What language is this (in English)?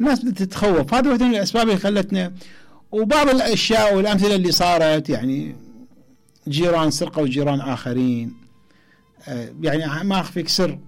Mesopotamian Arabic